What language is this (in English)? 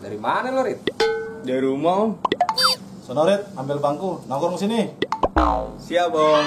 Betawi